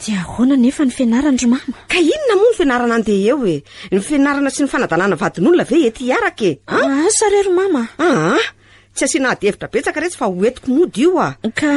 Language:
Malagasy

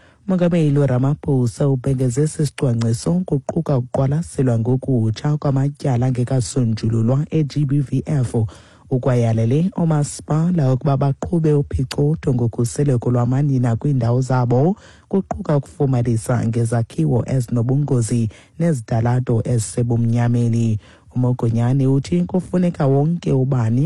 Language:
Xhosa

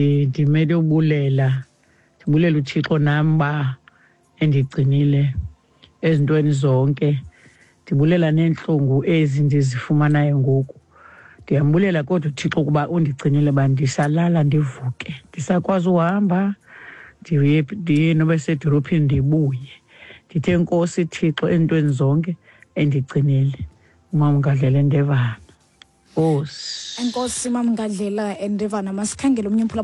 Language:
Xhosa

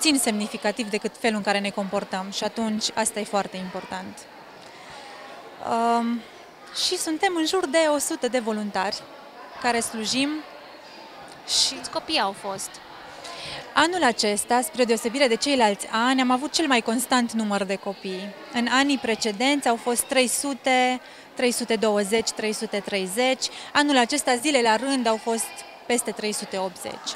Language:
Romanian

